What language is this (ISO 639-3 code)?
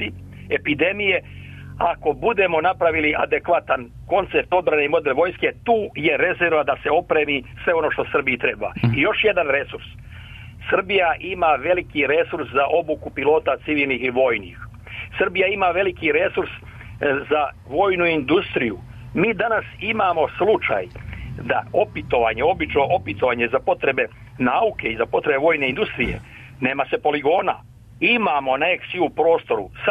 srp